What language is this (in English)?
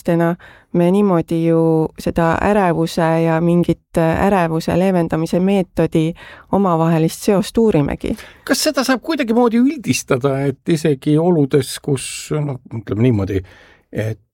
Estonian